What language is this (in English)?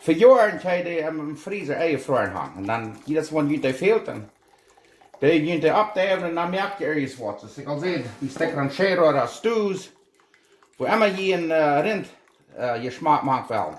Plautdietsch